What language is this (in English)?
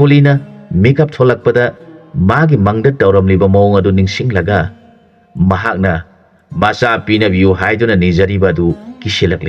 Manipuri